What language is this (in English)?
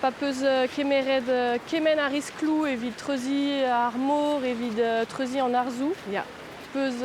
Breton